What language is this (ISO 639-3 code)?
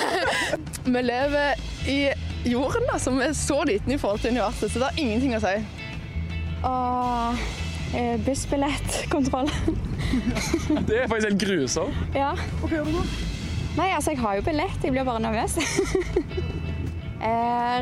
nor